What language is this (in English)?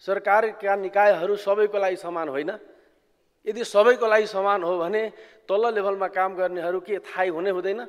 Nepali